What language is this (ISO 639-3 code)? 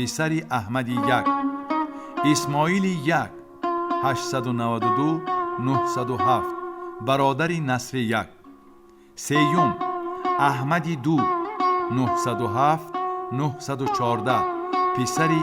tgk